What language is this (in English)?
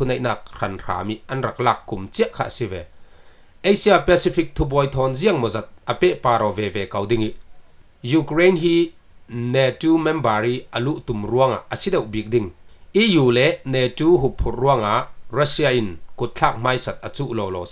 Falam Chin